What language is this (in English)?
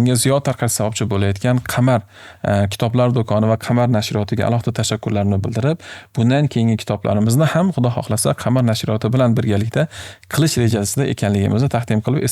Uzbek